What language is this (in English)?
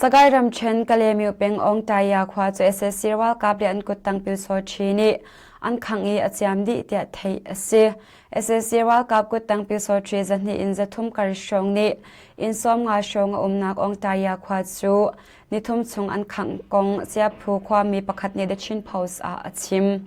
Hakha Chin